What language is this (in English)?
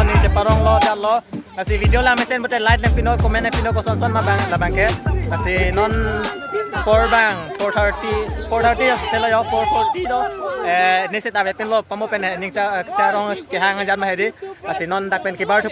Karbi